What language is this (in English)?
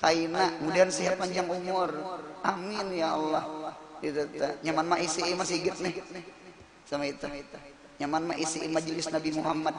Banjar